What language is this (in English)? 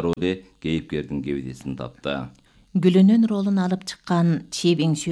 Kyrgyz